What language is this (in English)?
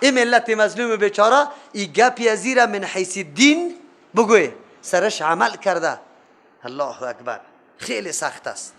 Persian